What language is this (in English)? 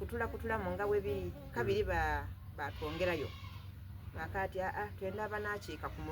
Soga